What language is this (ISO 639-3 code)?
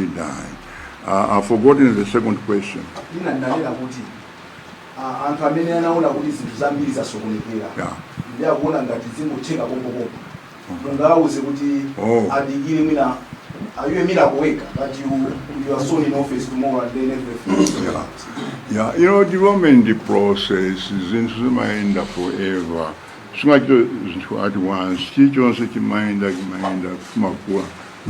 nya